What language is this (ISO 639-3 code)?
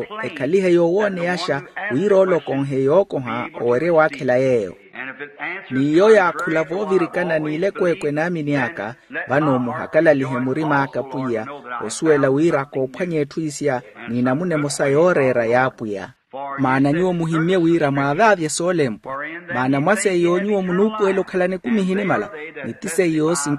vmw